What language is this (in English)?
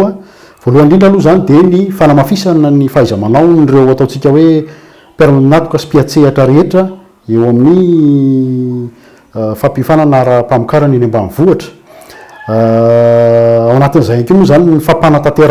Malagasy